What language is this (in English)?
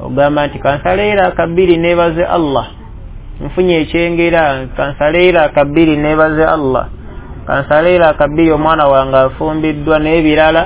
Ganda